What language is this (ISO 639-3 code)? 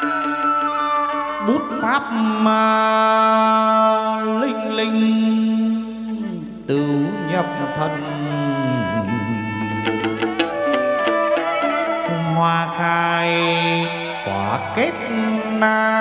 vie